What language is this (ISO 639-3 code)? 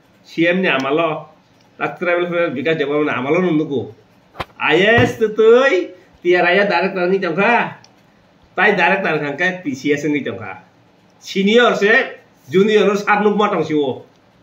trp